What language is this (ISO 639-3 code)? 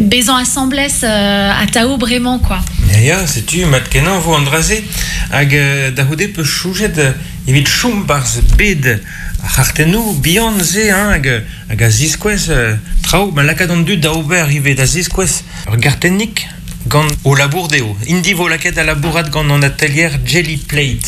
bre